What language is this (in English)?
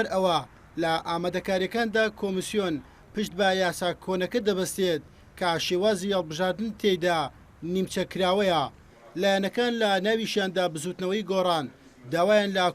Central Kurdish